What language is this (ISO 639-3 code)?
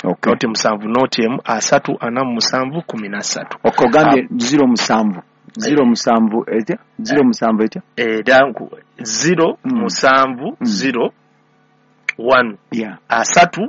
lug